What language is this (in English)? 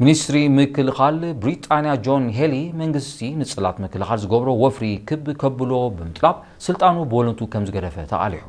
Tigrinya